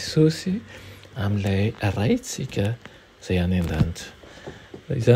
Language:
Malagasy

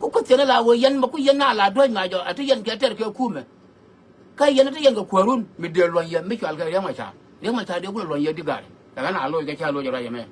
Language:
Nuer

